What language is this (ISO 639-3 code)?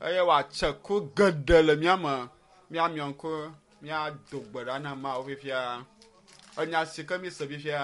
ewe